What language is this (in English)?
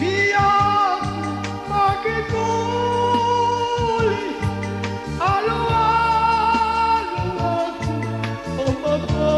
Batak Karo